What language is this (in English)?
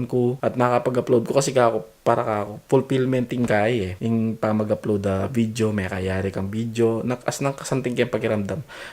Pampanga